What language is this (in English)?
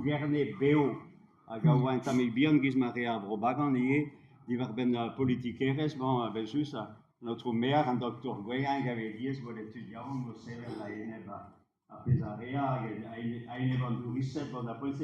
Breton